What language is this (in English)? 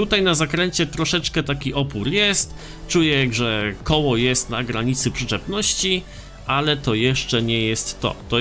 Polish